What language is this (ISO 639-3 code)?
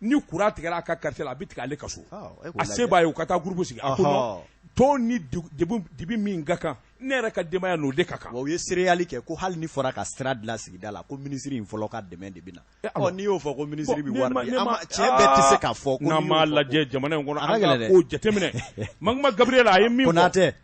bam